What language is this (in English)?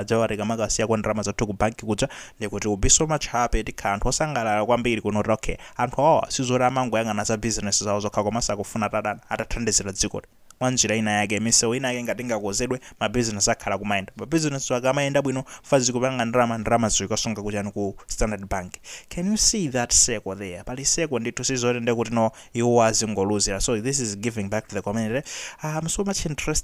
Nyanja